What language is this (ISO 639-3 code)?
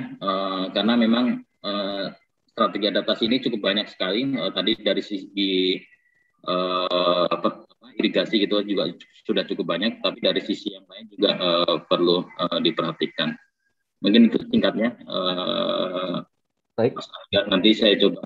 ind